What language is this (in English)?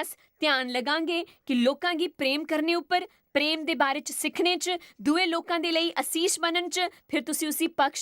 Dogri